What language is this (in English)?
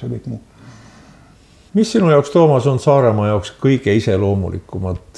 Estonian